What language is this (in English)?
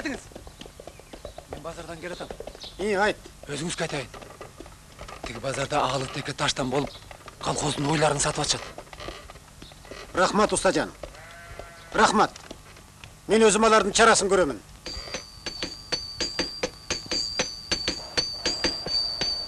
Kyrgyz